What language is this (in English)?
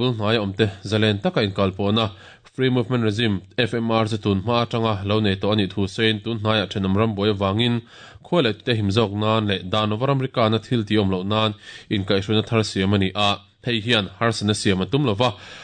Mizo